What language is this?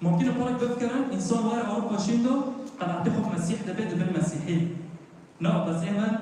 Kurdish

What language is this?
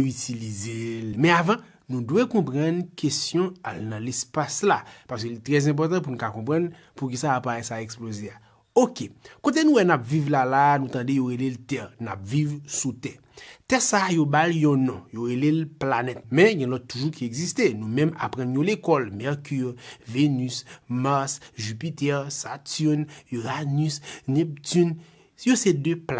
Haitian Creole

